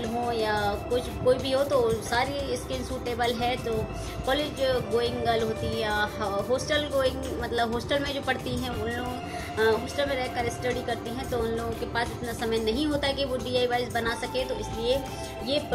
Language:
Hindi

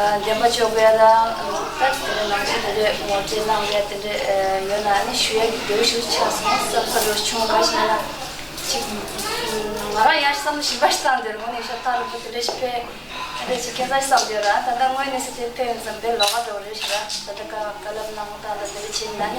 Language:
Tibetan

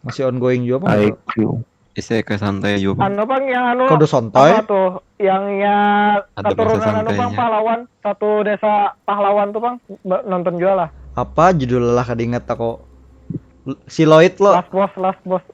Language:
Banjar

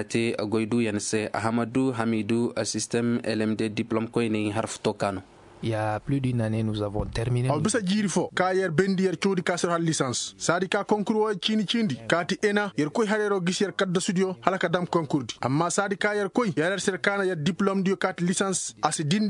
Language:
Koyraboro Senni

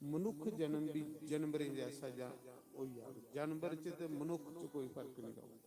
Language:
Dogri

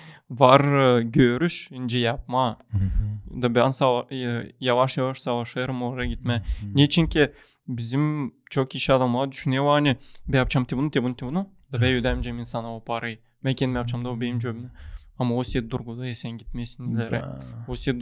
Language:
Gagauz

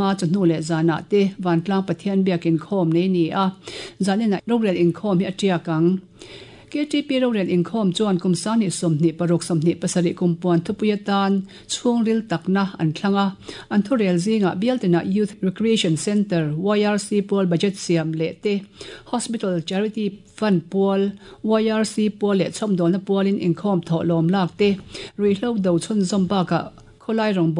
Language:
Mizo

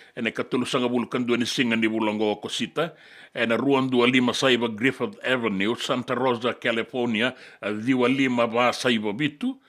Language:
Fijian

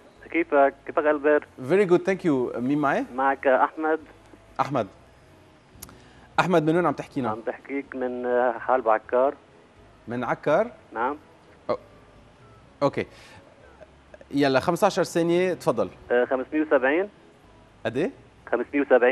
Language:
North Levantine Arabic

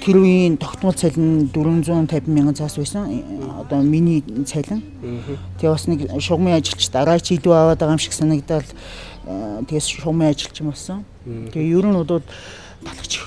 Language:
Mongolian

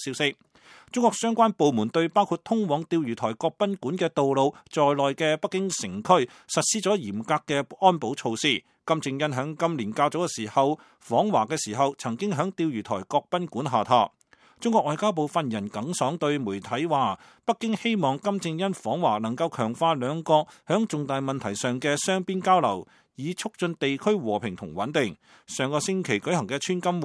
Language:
Cantonese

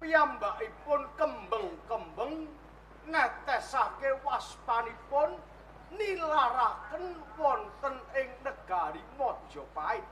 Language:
Javanese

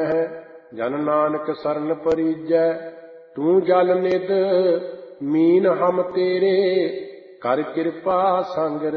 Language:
Punjabi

